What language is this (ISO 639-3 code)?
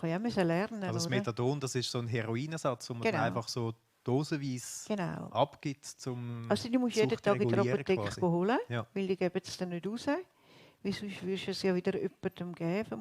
gsw